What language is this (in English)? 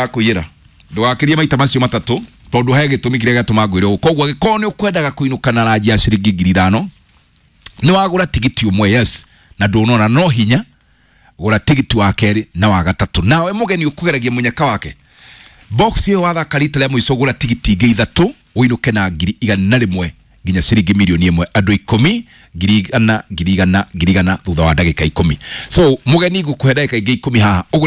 Kikuyu